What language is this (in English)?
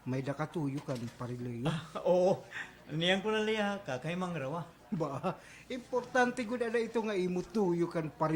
Waray